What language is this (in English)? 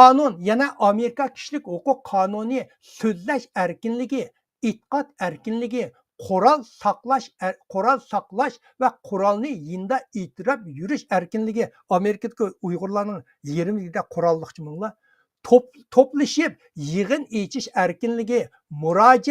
Uyghur